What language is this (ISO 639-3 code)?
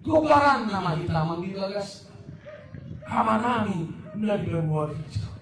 bbc